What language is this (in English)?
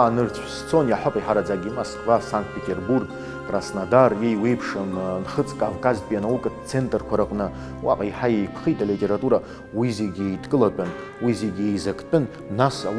Abkhazian